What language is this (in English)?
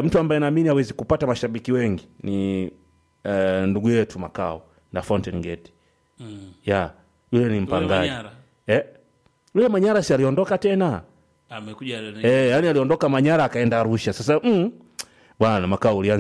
Swahili